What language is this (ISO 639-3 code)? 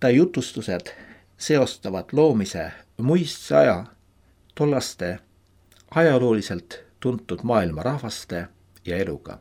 est